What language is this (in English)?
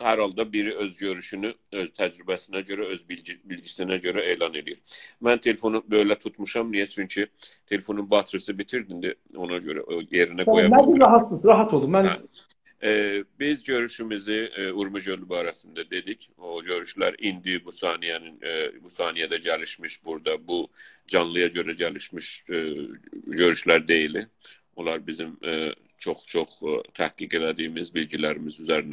South Azerbaijani